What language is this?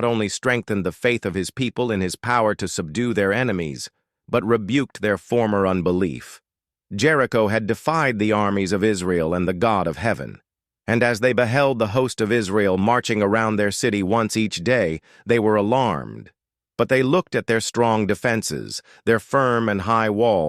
English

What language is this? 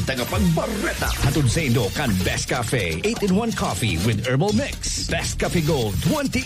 Bikol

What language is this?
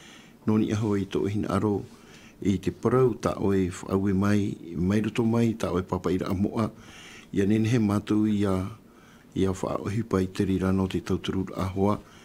Tahitian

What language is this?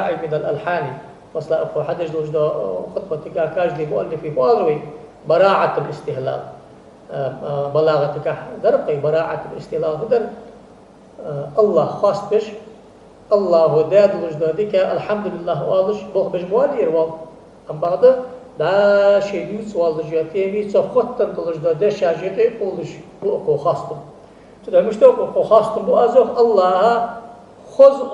Ingush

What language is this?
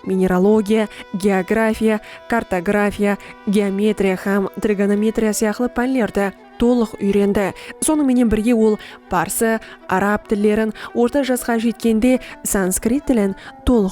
Kara-Kalpak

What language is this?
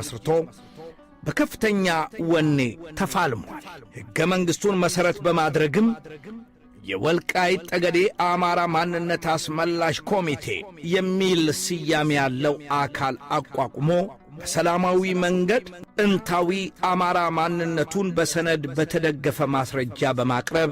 Amharic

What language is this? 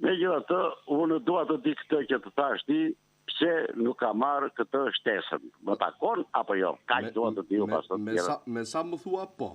Albanian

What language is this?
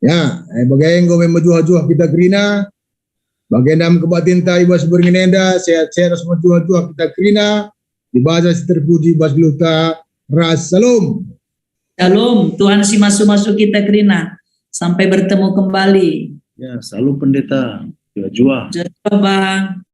Batak Karo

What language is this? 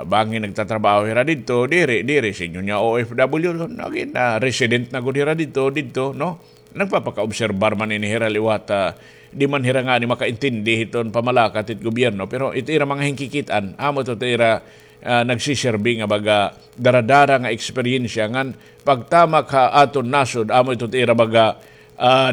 Waray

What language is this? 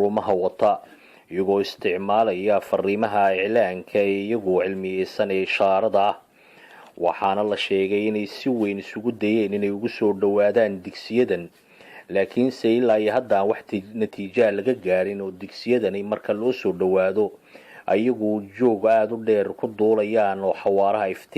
Somali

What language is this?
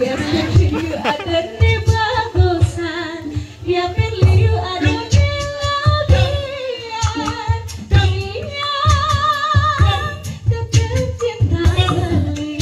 Balinese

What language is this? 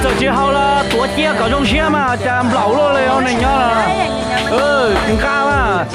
Hmong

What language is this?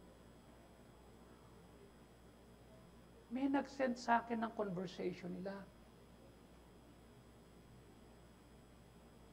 Filipino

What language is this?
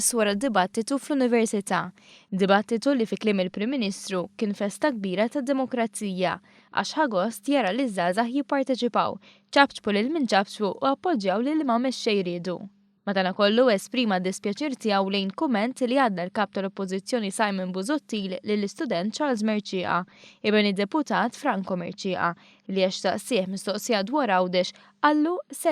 Maltese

